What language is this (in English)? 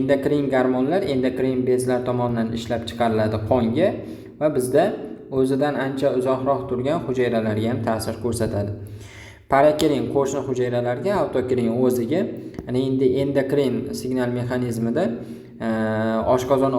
Uzbek